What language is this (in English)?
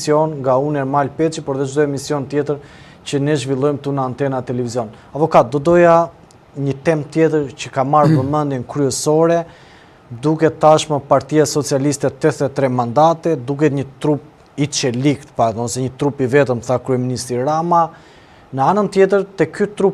Albanian